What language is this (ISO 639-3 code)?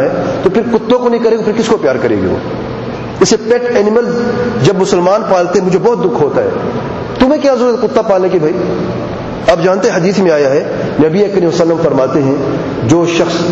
urd